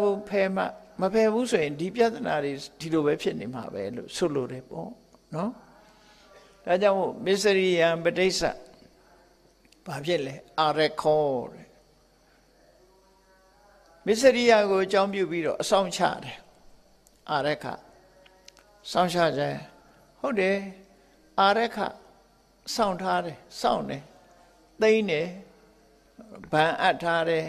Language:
Burmese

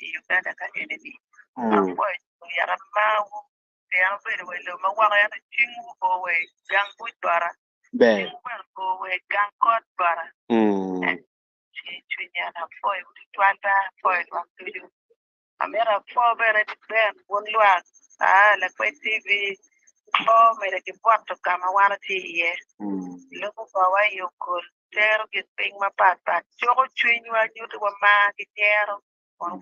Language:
Acoli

